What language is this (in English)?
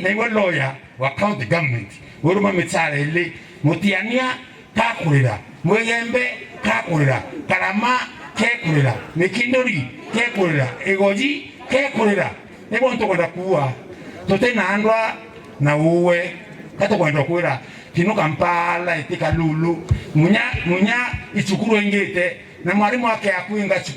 Meru